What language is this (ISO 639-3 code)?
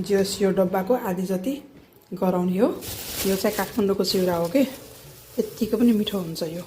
nep